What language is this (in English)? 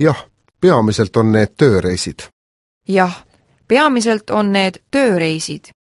Estonian